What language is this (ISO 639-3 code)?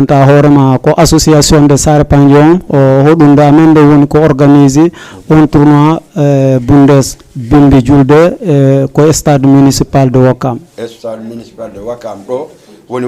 ful